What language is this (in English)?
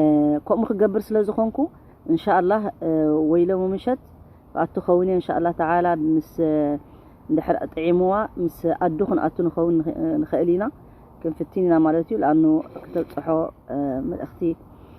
Tigrinya